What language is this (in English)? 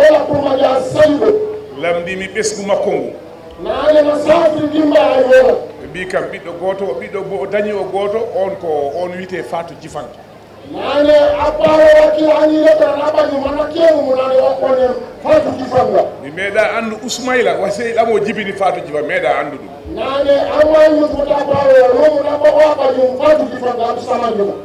Fula